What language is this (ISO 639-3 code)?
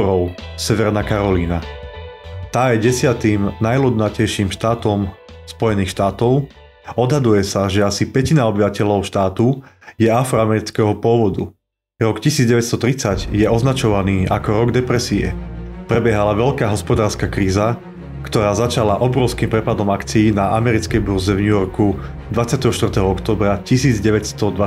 slk